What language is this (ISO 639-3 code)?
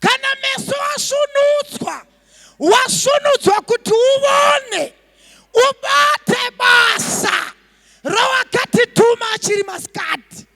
sna